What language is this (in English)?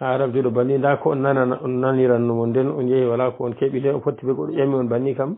Pular